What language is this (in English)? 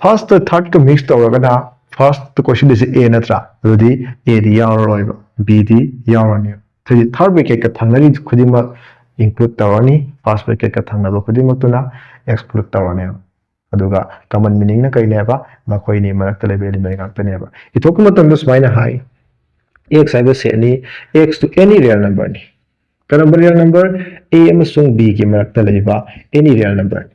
Manipuri